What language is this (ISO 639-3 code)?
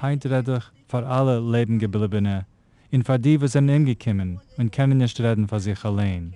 yid